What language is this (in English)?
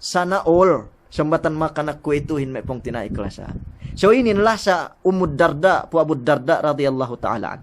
Yakan